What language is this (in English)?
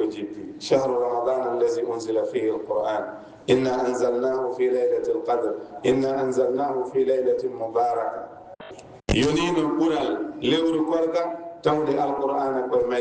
Fula